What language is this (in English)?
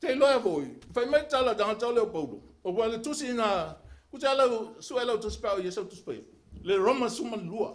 Samoan